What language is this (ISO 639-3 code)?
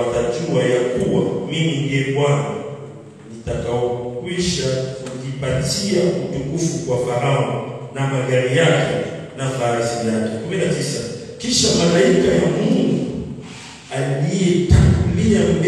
swa